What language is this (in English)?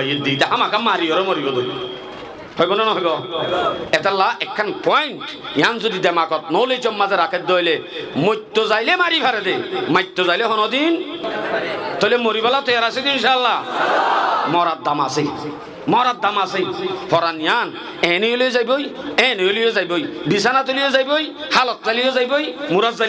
Rohingya